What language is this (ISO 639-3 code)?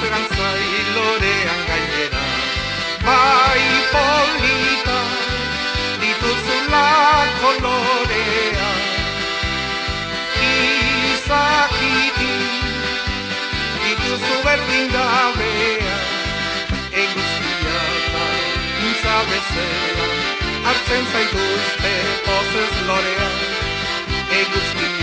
eus